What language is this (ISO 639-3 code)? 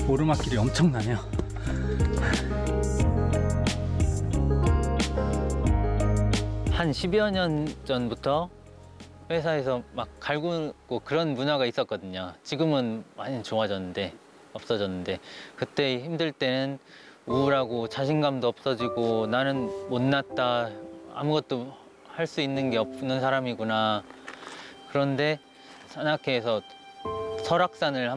kor